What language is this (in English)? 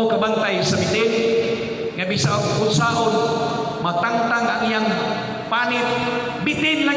Cebuano